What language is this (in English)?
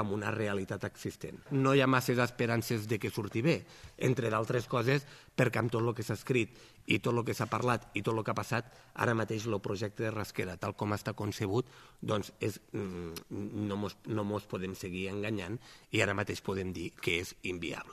Catalan